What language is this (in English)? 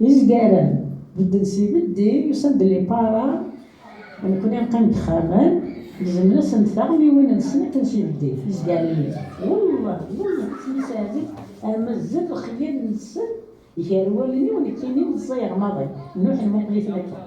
Kabyle